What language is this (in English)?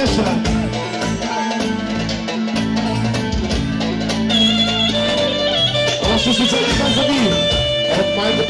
Bulgarian